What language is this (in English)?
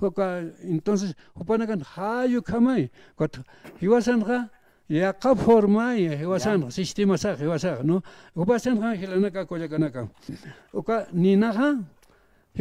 Aymara